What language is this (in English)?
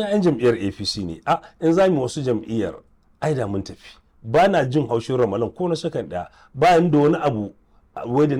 Hausa